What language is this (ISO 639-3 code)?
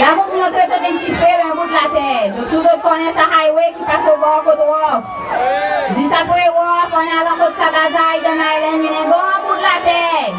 crs